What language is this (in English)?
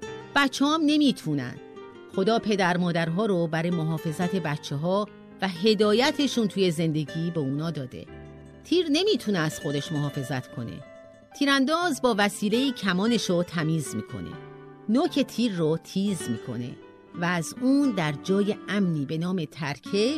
Persian